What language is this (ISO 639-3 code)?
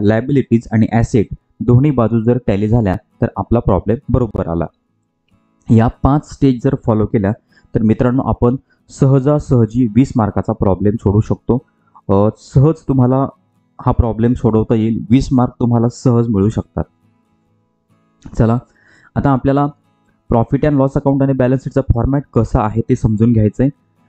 mar